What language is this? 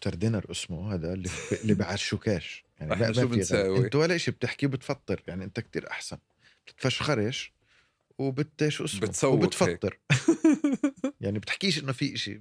North Levantine Arabic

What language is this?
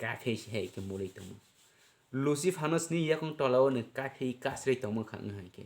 Kok Borok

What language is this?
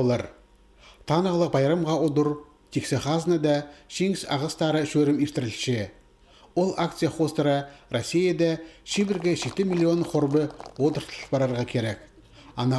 Khakas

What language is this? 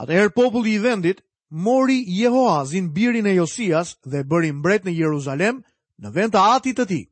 Albanian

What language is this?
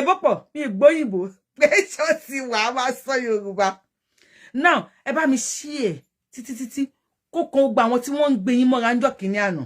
Yoruba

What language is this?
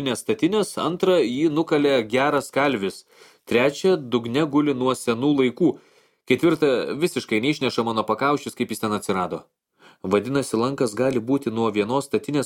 Lithuanian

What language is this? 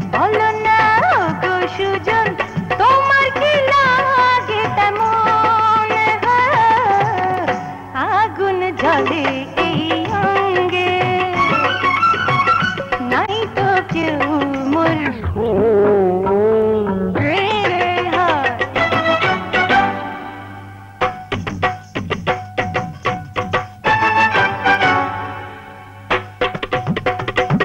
Bangla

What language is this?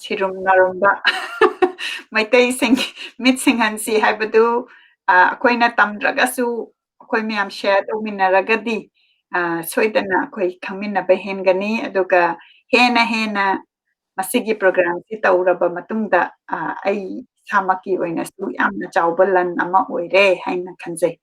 Manipuri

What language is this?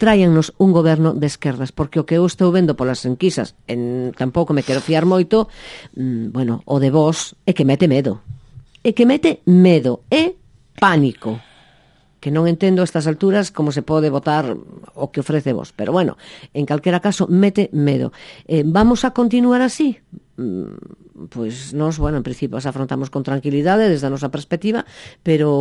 Galician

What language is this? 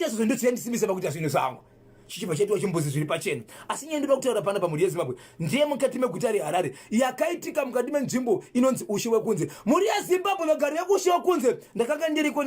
Shona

